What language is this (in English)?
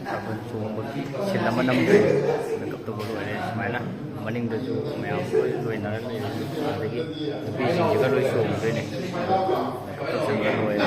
Manipuri